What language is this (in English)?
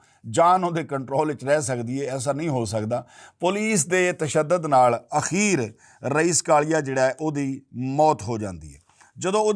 Western Panjabi